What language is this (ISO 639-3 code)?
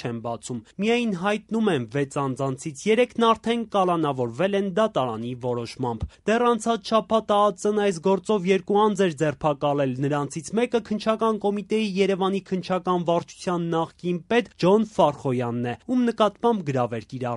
hye